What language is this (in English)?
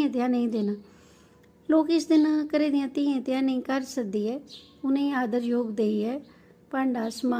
Dogri